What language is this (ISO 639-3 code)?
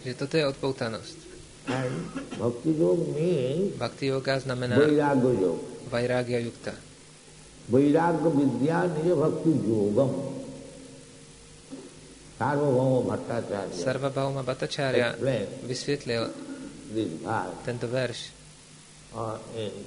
ces